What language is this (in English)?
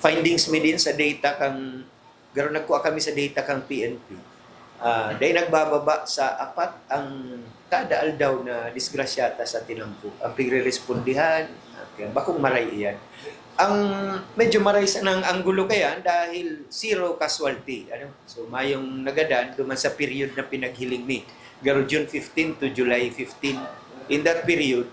Bikol